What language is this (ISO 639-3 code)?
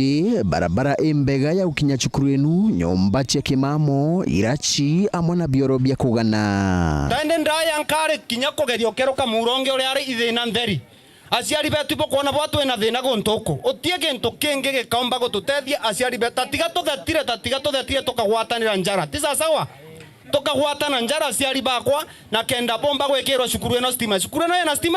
mer